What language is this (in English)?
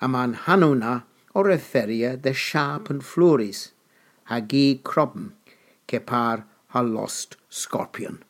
Cornish